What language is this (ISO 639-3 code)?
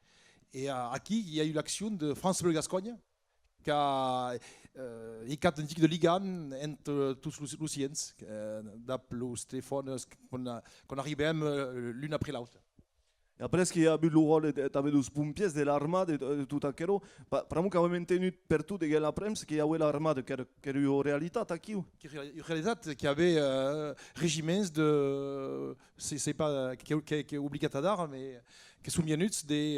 oci